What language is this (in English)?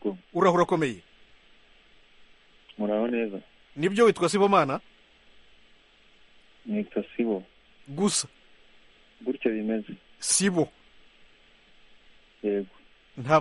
Kinyarwanda